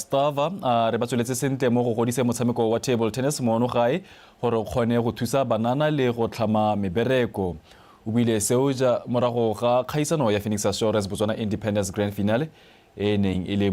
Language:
Tswana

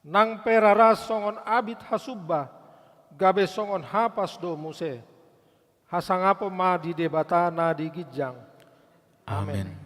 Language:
Batak Toba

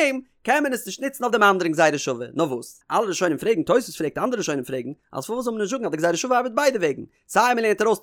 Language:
Yiddish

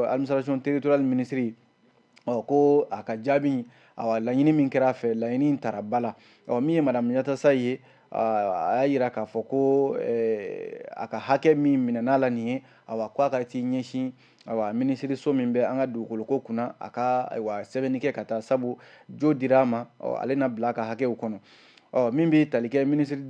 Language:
Bambara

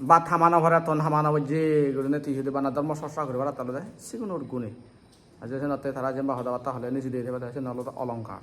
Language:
Chakma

